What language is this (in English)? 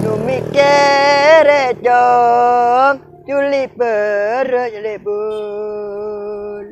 Madurese